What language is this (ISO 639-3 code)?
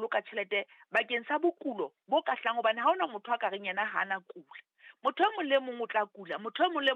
sot